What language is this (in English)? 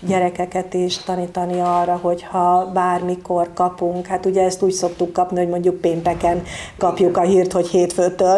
Hungarian